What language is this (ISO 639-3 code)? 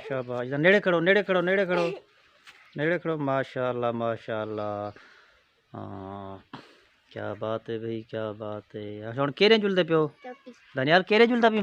skr